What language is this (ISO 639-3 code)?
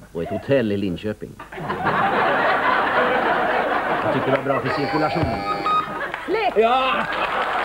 swe